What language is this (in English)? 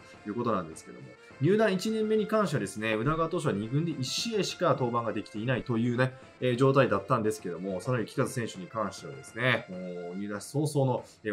Japanese